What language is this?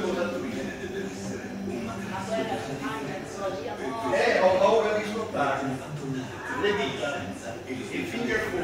Italian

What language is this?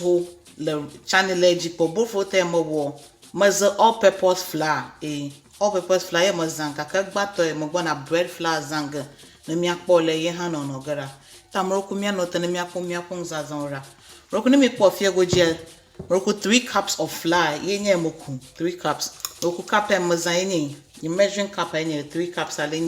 Ewe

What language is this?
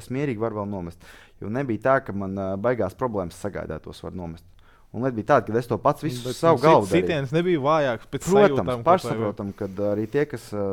Latvian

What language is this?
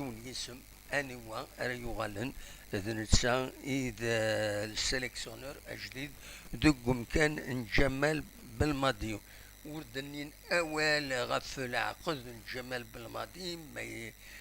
Kabyle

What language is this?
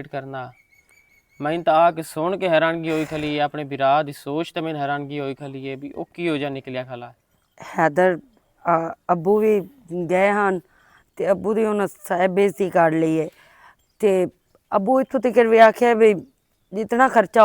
Western Panjabi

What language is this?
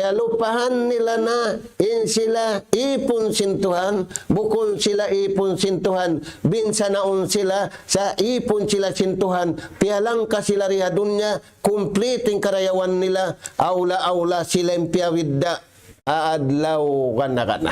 Tausug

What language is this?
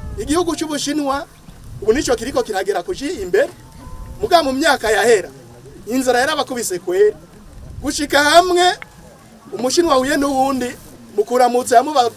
Rundi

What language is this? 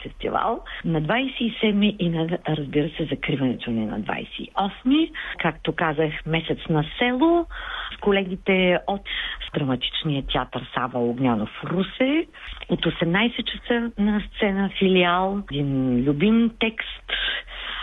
Bulgarian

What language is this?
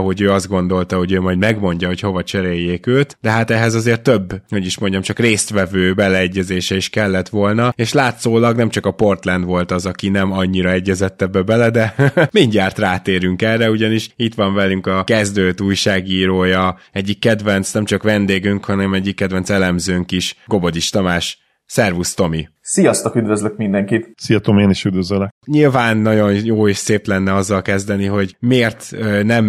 Hungarian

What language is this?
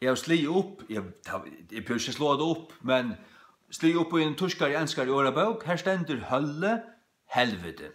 Faroese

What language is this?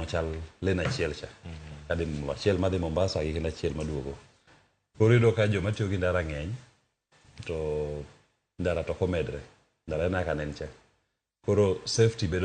Luo (Kenya and Tanzania)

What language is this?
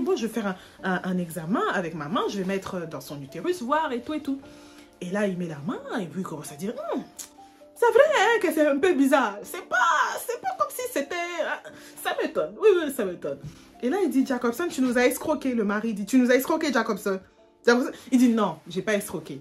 French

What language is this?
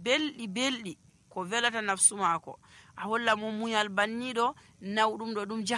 Nigerian Fulfulde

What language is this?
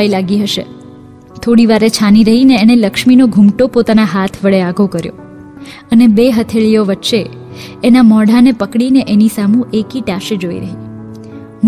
Gujarati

